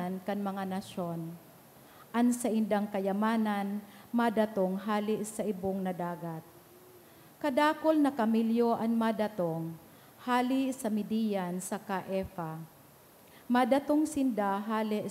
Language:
Bikol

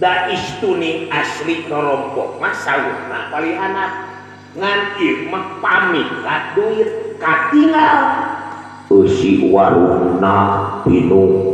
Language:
Sundanese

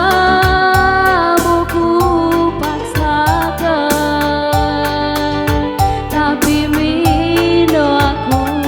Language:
Batak Karo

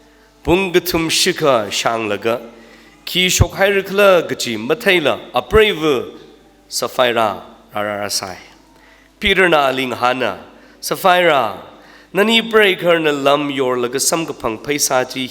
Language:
Tangkhul Naga (India)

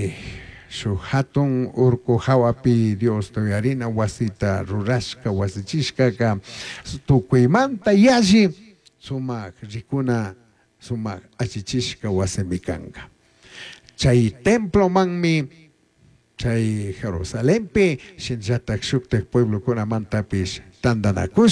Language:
Chimborazo Highland Quichua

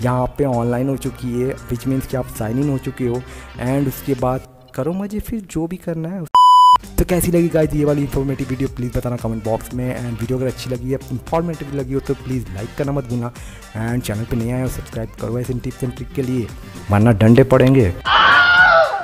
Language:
Hindi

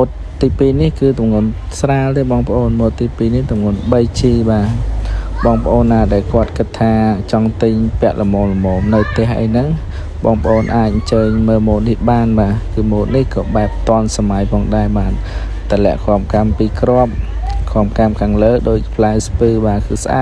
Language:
Khmer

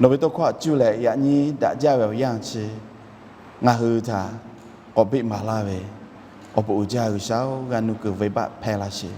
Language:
Lahu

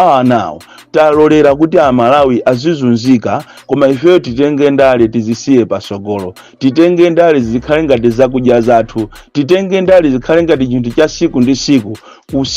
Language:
Nyanja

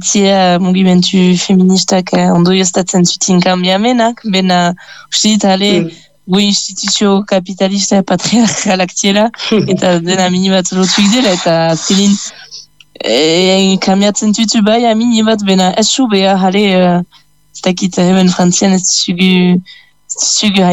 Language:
Basque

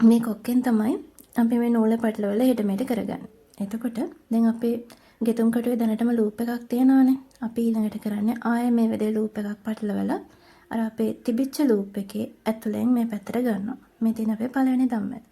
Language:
Sinhala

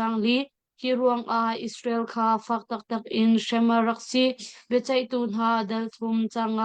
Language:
Hakha Chin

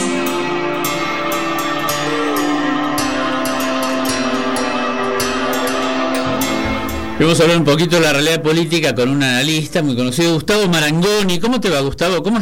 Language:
Spanish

